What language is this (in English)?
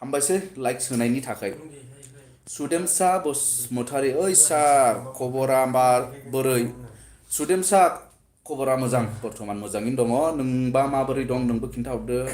Bodo